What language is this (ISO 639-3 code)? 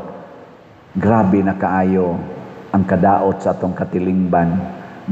ceb